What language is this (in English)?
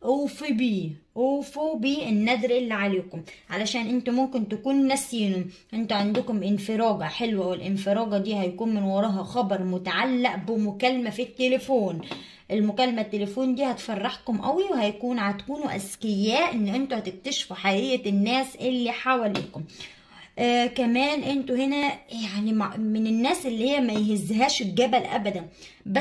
Egyptian Arabic